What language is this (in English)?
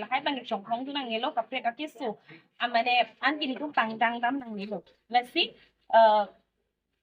Karbi